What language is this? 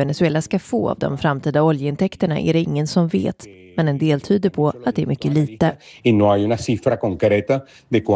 Swedish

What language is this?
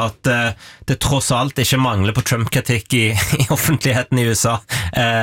Norwegian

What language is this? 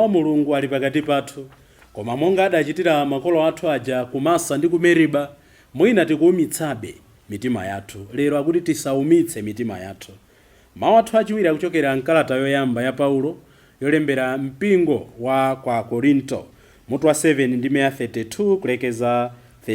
Nyanja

